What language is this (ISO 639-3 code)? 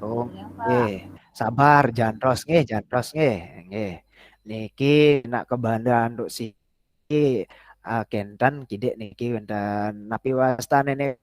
ban